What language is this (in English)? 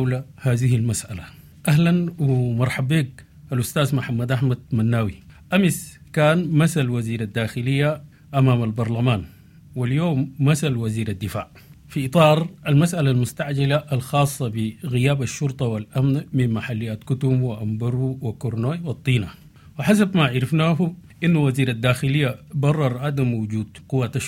Sudanese Arabic